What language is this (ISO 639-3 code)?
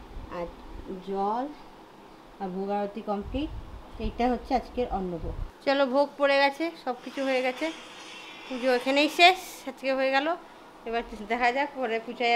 ben